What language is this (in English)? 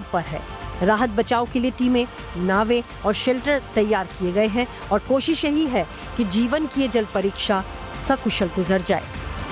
Hindi